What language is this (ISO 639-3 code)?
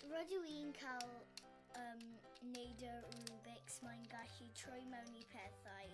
cym